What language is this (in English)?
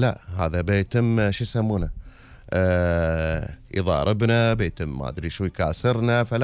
Gulf Arabic